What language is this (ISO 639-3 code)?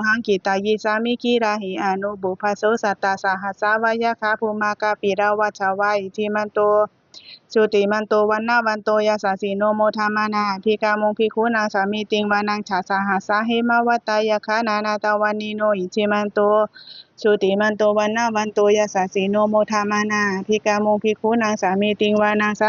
pli